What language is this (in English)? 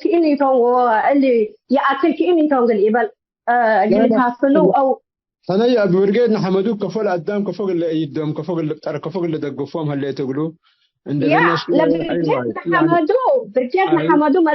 Tigre